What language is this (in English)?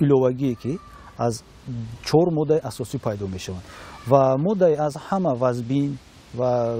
Tajik